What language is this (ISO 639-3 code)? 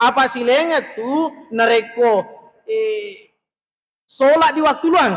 bug